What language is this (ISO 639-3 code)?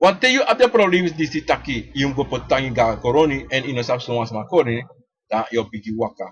srn